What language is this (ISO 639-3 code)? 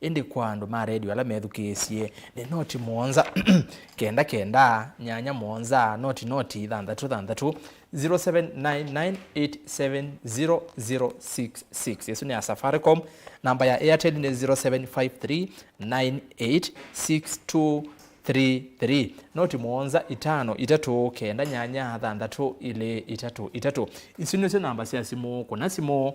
kam